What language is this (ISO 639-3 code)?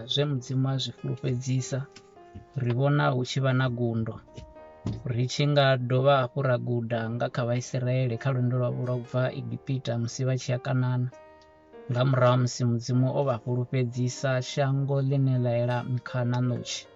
ven